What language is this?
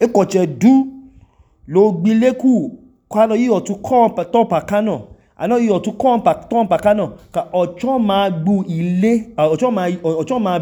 Idoma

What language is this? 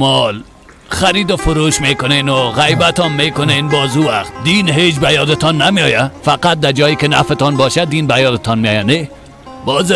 Persian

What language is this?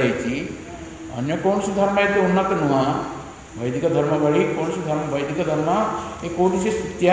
Odia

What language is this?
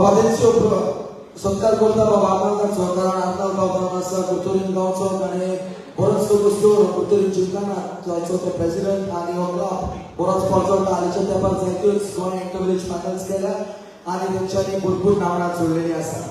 Konkani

